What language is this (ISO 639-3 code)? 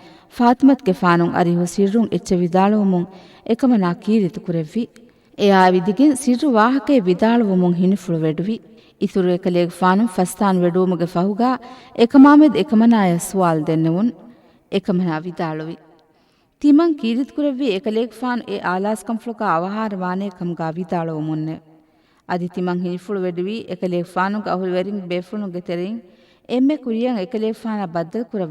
div